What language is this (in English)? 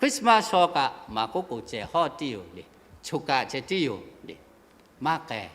Lahu